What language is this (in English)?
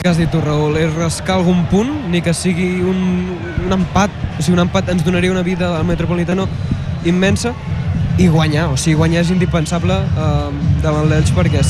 Catalan